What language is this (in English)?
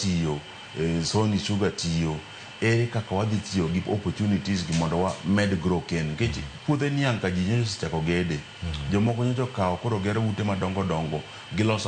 Luo (Kenya and Tanzania)